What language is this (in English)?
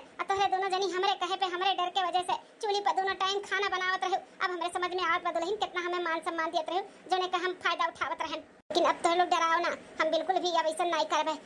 Awadhi